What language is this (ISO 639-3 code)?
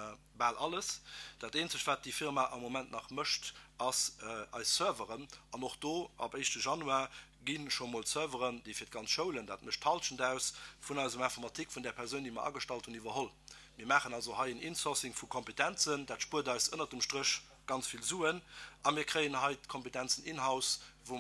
ltz